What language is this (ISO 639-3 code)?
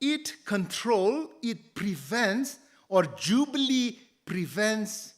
nmf